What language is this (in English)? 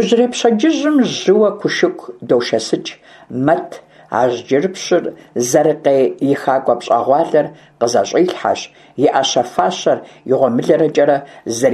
Kabardian